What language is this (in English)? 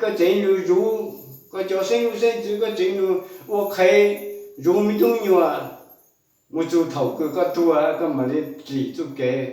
Hmong